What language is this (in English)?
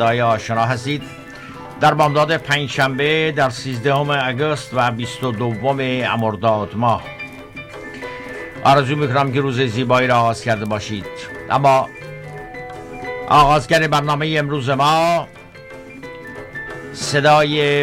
Persian